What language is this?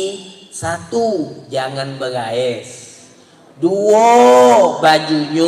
Musi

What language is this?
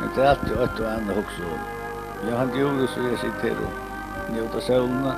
Faroese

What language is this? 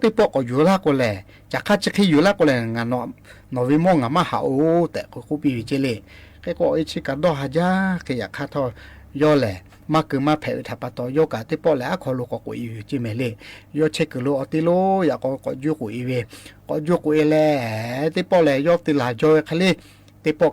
Lahu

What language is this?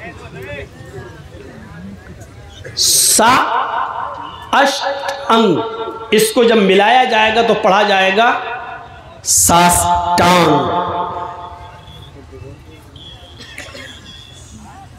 Hindi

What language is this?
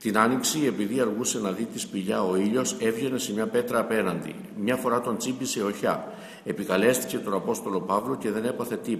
Greek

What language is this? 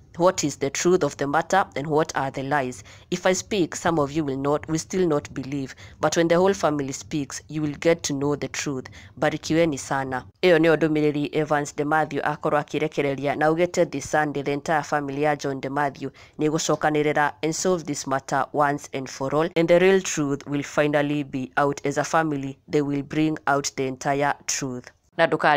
Kikuyu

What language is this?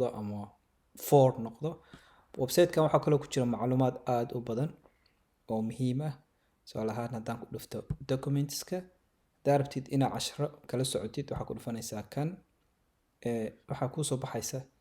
Somali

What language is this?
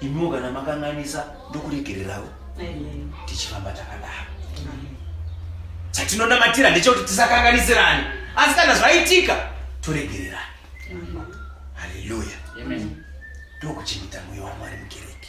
Shona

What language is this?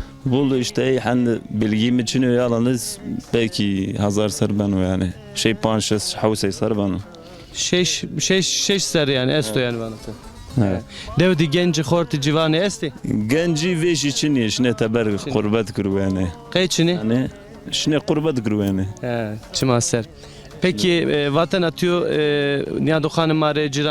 Zaza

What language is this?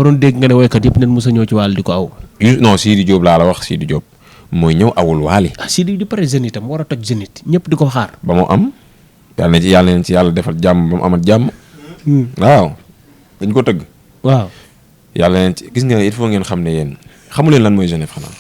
Wolof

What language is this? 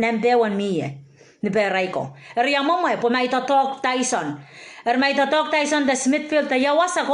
Pohnpeian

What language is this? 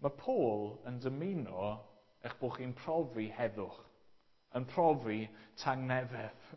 Welsh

